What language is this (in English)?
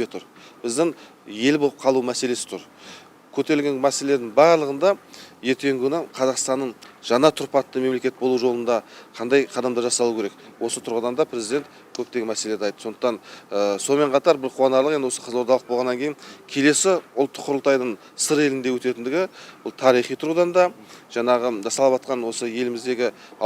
Kazakh